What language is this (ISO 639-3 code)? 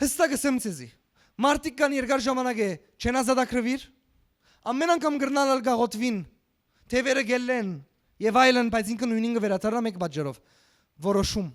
hyw